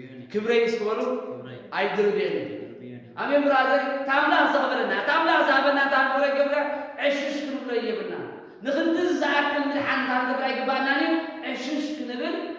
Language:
Tigrinya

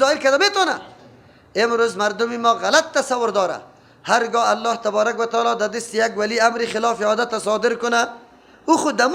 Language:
Persian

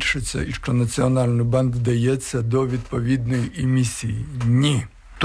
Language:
Ukrainian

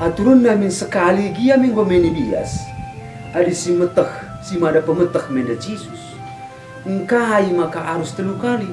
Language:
Batak Karo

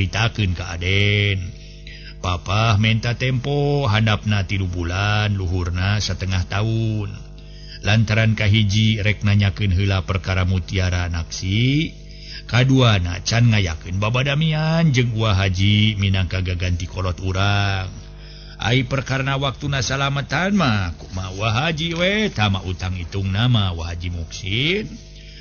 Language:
Sundanese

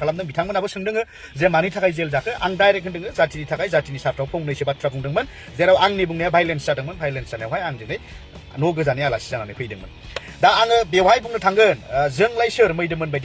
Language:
Bodo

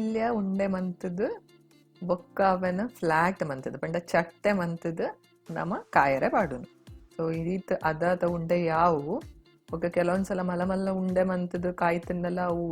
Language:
Tulu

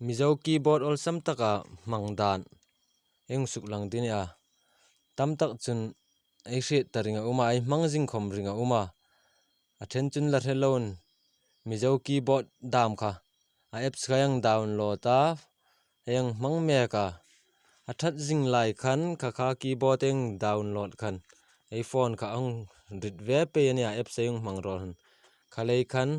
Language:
Hmar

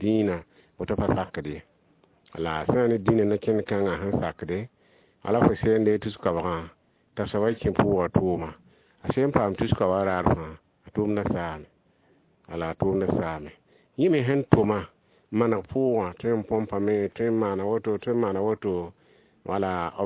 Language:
Mossi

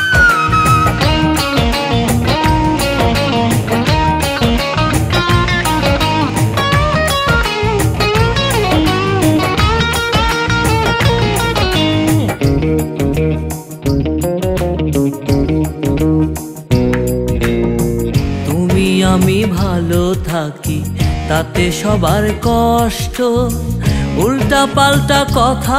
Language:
Bangla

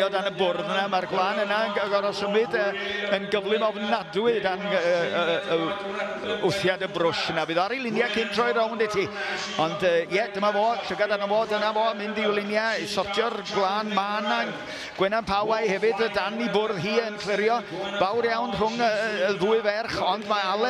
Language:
Welsh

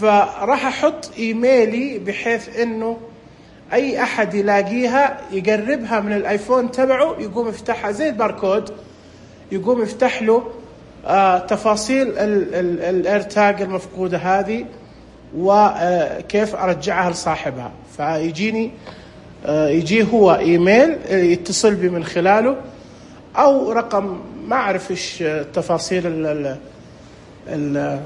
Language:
Najdi Arabic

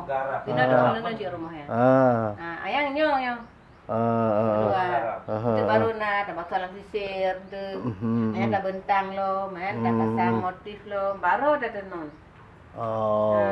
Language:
Achinese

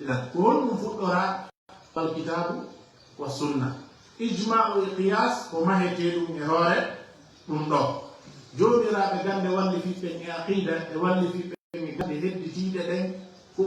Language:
Fula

